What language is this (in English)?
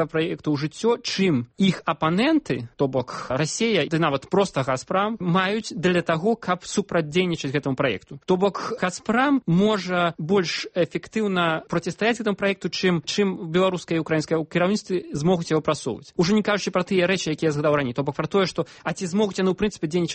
Belarusian